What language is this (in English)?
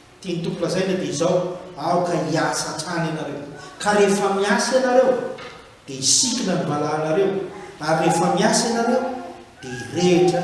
Malagasy